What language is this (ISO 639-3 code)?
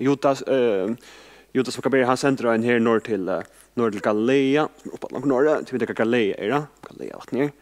fao